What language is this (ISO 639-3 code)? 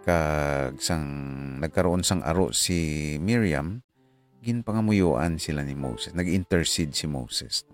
hil